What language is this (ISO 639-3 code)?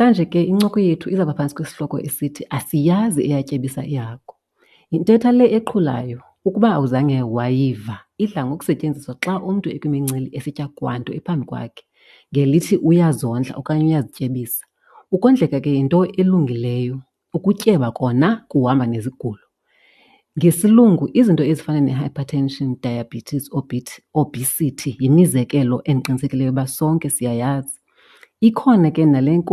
xho